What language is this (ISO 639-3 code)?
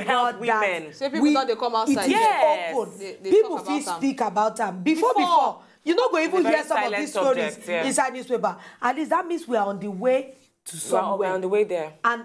pcm